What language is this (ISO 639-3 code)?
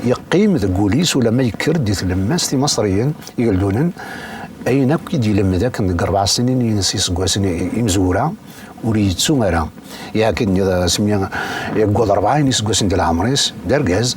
kab